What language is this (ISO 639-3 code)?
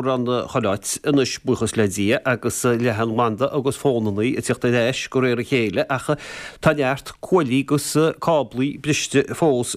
gle